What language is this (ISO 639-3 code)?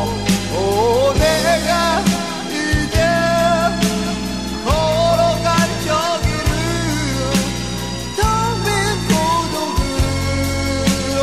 kor